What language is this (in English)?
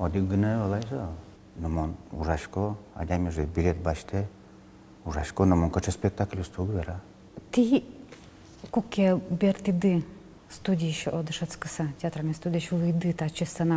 Udmurt